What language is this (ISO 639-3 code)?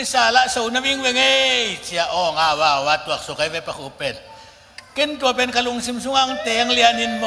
ctd